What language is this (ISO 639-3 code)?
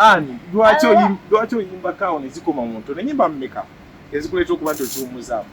lug